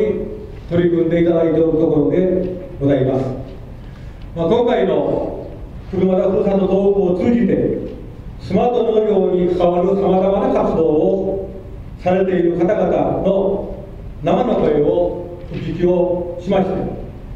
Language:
Japanese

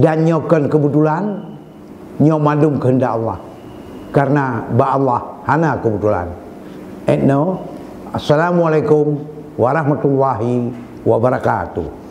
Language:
Achinese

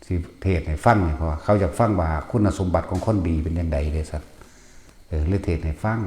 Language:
Northeastern Thai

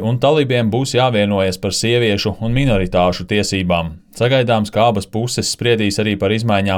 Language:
Latvian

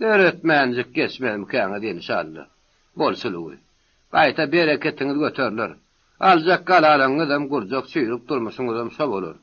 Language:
Turkmen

